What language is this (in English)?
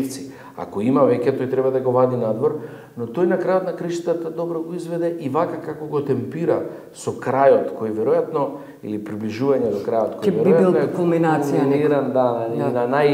Macedonian